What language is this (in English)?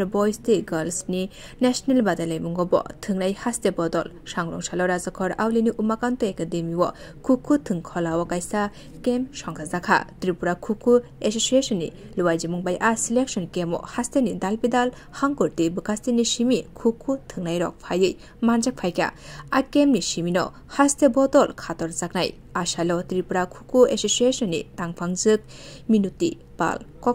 Kok Borok